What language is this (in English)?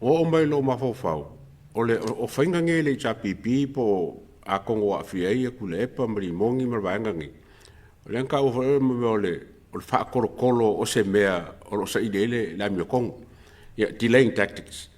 Samoan